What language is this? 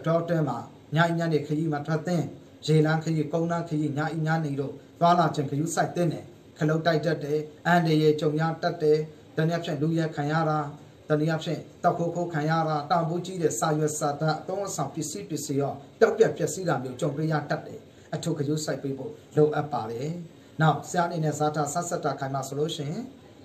Burmese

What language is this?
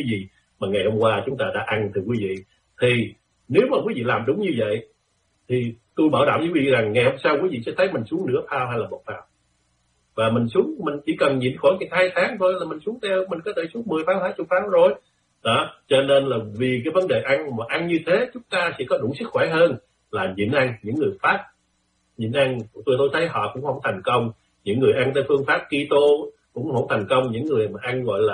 Vietnamese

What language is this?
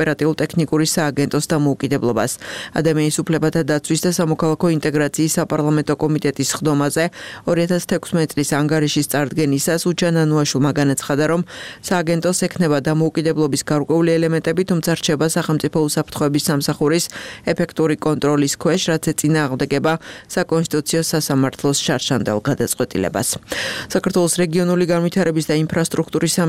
Georgian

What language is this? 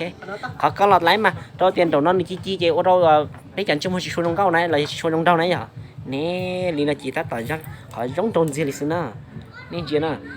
Hmong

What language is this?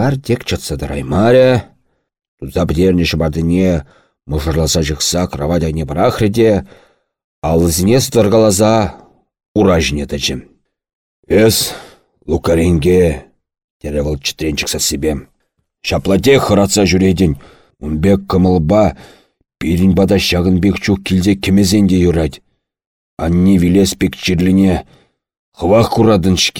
Chuvash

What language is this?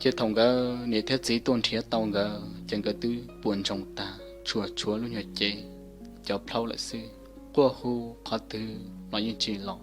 Hmong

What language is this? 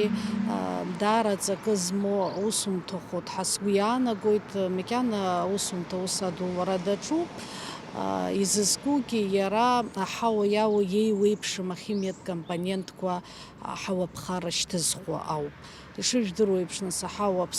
Abkhazian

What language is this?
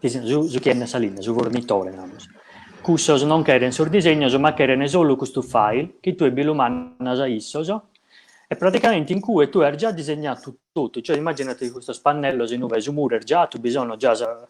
Sardinian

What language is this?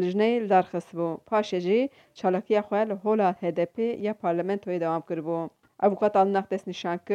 Kurdish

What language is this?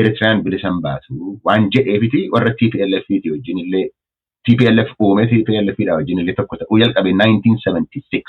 Oromo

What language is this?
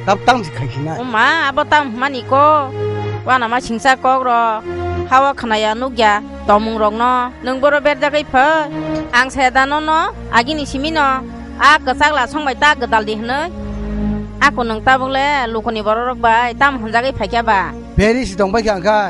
Kok Borok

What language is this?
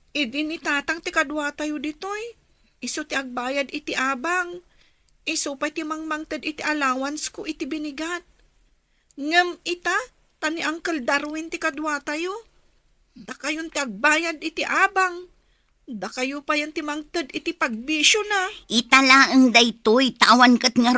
Iloko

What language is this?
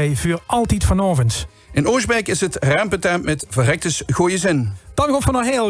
Limburgish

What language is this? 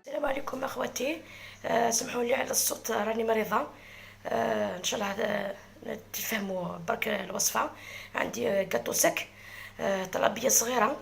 Algerian Arabic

